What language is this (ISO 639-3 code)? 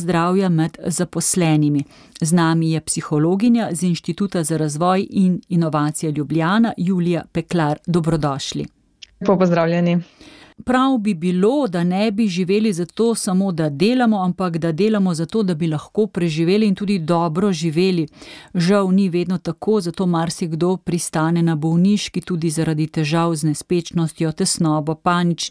slv